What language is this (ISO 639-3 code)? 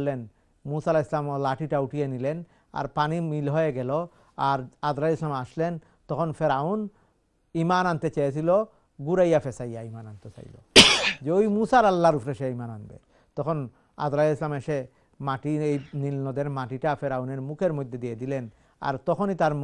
ben